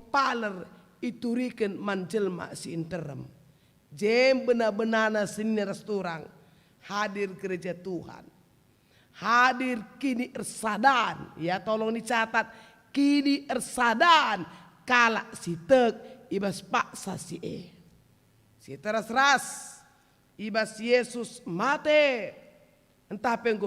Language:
Batak Karo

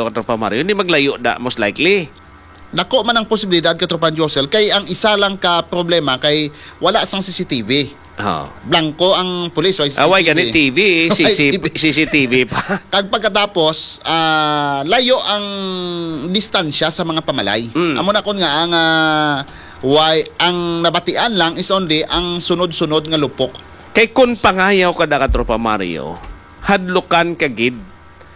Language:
Hiligaynon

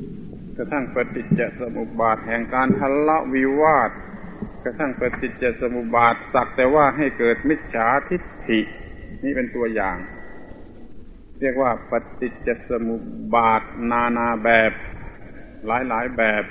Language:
Thai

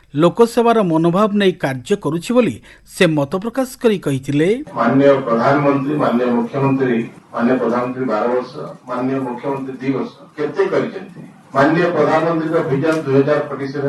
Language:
Odia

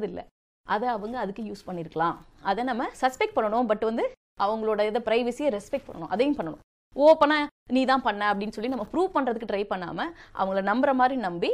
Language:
Tamil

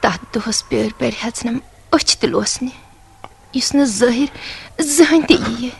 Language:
Kashmiri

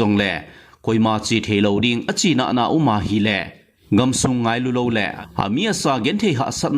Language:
Thado Chin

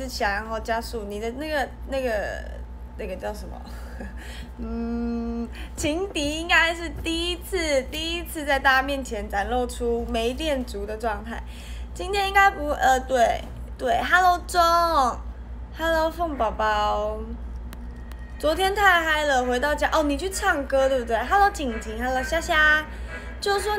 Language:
Chinese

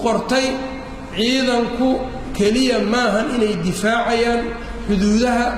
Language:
Somali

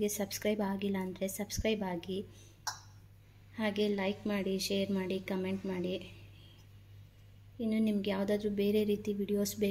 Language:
Kannada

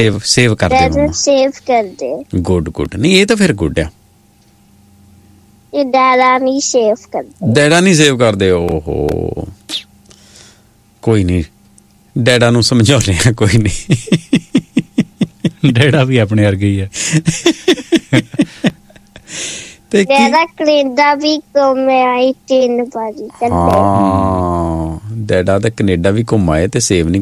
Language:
Punjabi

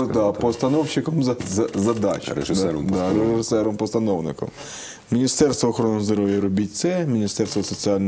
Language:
Ukrainian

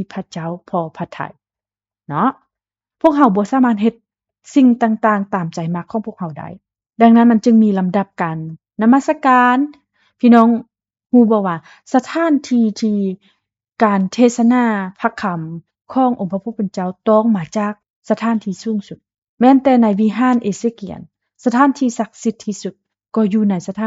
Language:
Lao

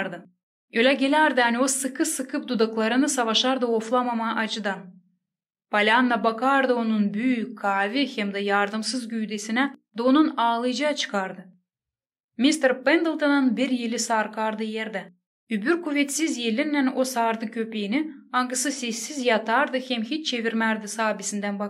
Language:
Gagauz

